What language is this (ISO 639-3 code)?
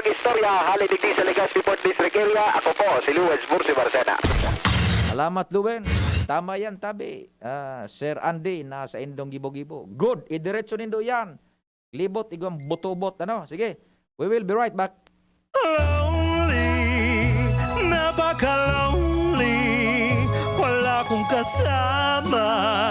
bik